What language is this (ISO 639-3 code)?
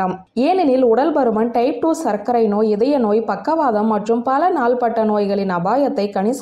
tam